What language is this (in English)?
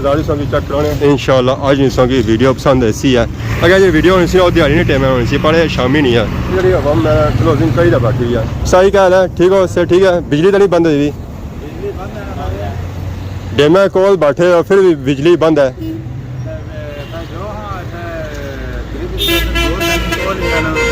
Pahari-Potwari